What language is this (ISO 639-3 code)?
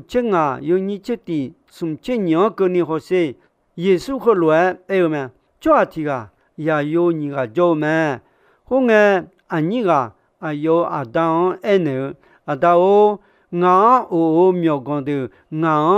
ahk